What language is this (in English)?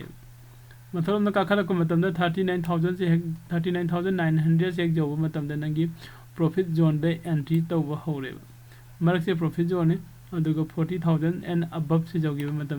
Manipuri